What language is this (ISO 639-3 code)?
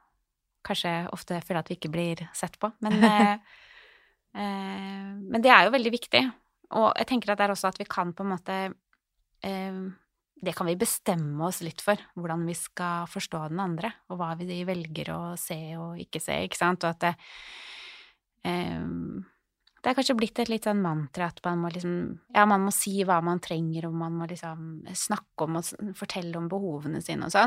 nor